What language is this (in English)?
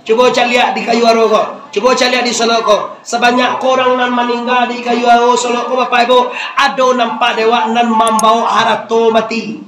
Minangkabau